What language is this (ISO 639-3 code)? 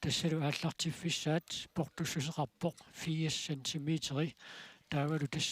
kal